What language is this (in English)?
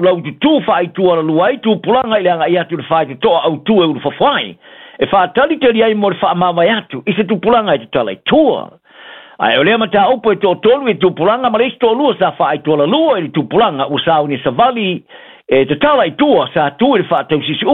Samoan